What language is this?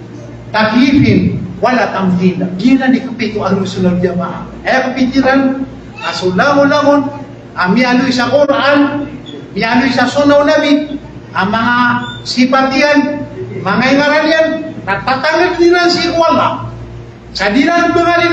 Maranao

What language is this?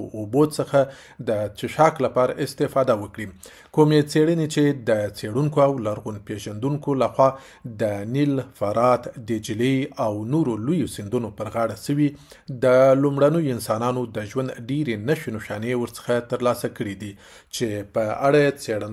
Pashto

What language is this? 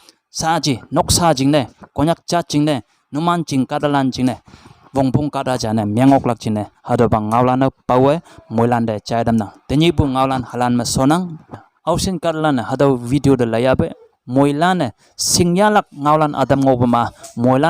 Konyak Naga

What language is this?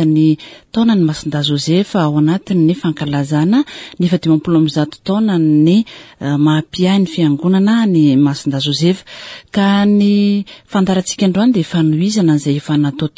Malagasy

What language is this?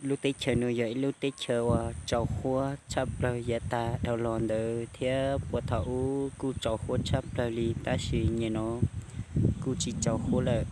Hmong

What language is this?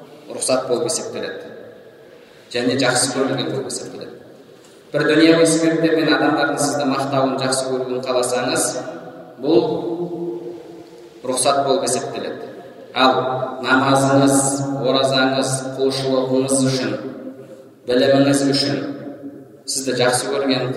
Kazakh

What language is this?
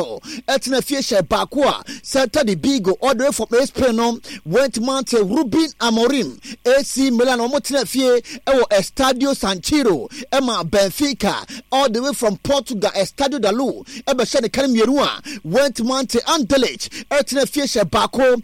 Akan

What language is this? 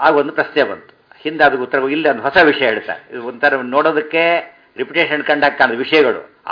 Kannada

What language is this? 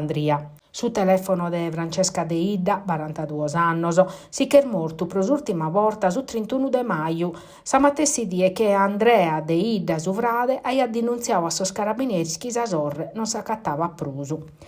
Sardinian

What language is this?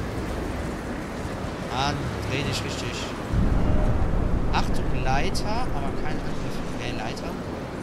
German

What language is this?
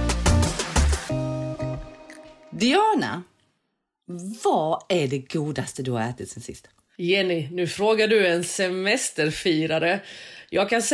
Swedish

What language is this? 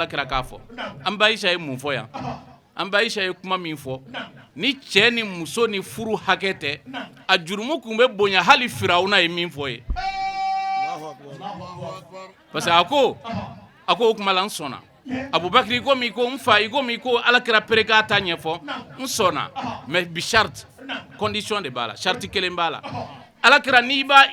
Bambara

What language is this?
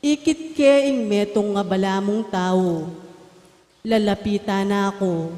Pampanga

